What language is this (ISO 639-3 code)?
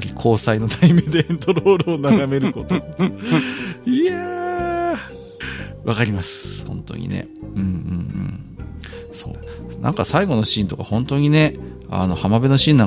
jpn